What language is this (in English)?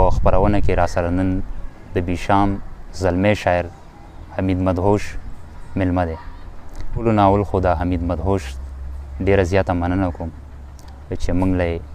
Pashto